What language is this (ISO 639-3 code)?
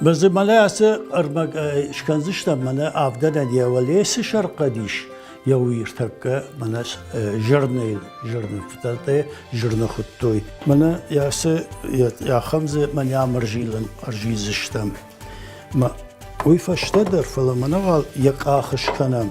oss